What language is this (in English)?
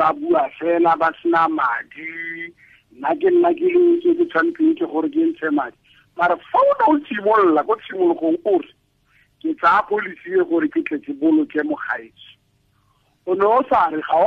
Tswana